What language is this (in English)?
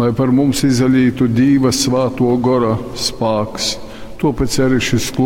Latgalian